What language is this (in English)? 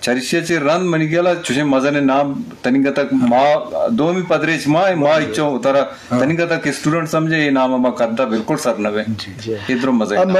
Eastern Balochi